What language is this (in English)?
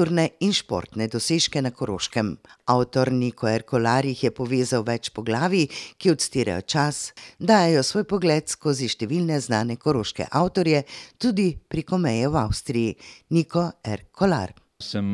Slovenian